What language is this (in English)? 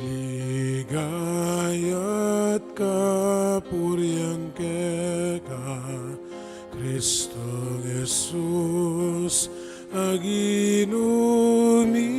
Pampanga